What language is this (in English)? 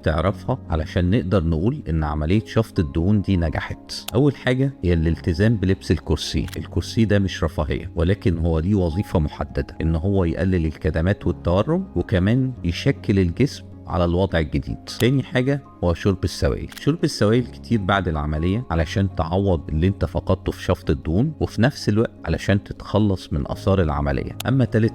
Egyptian Arabic